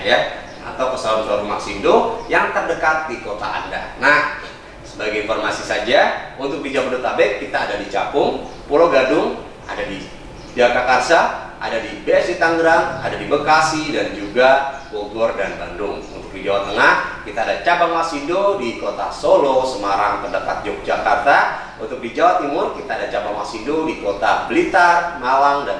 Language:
Indonesian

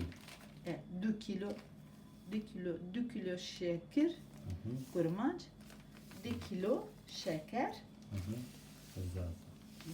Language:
Zaza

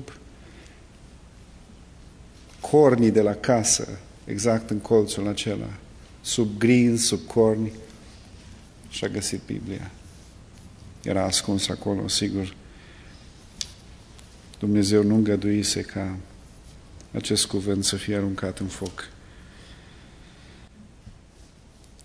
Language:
Romanian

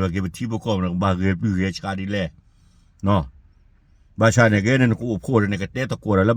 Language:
S'gaw Karen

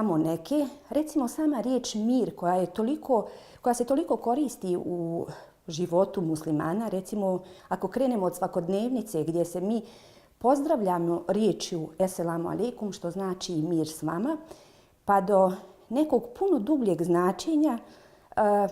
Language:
Bosnian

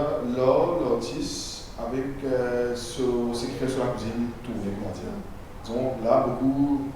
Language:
Morisyen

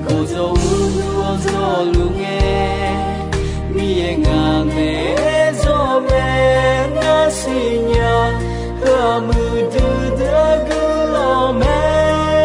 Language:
Akha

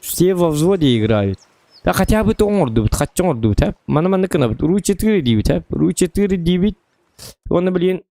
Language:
Yakut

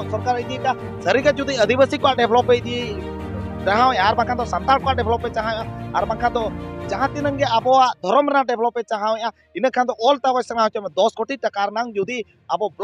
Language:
Santali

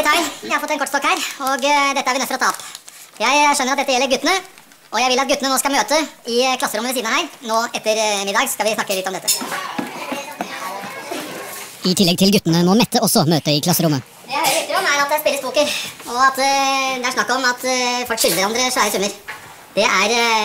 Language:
Norwegian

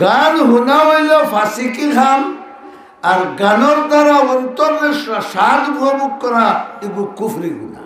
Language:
Sylheti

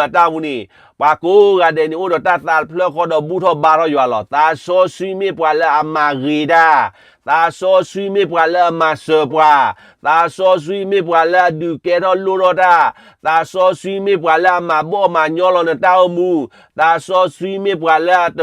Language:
S'gaw Karen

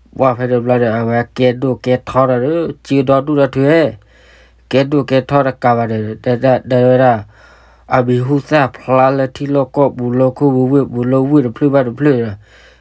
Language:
S'gaw Karen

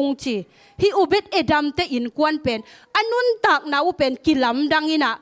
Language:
Tedim Chin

